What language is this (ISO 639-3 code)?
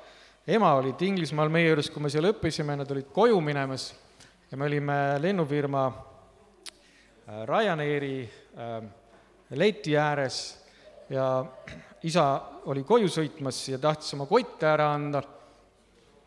est